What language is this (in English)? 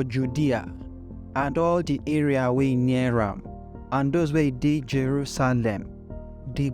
Nigerian Pidgin